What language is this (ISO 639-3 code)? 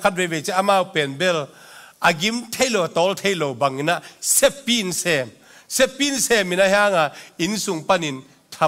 ctd